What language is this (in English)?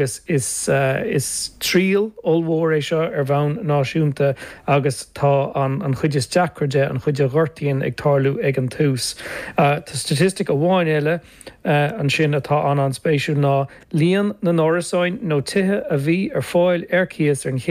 Irish